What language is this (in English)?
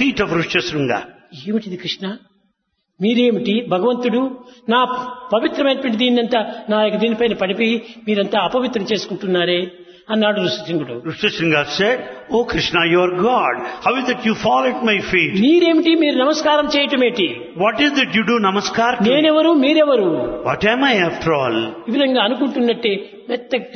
Telugu